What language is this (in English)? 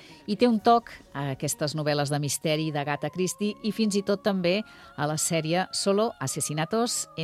Catalan